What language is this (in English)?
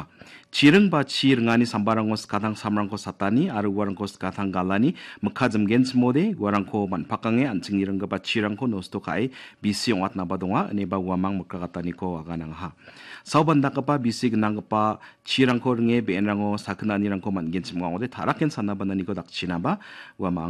Garo